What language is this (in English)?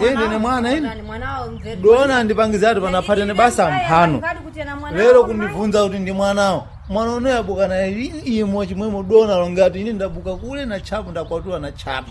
Sena